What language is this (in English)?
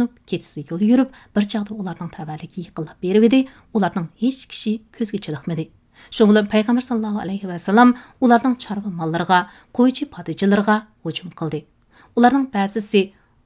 Uyghur